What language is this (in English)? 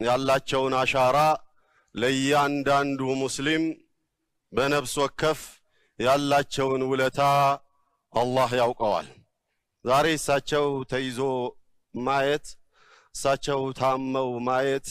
Amharic